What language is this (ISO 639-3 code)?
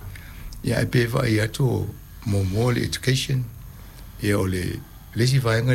smo